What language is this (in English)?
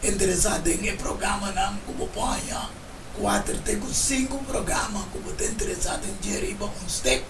Papiamento